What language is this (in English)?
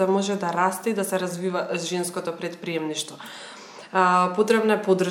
Macedonian